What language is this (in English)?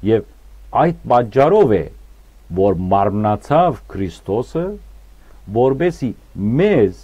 Western Armenian